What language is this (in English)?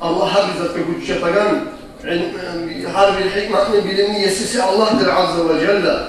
Kumyk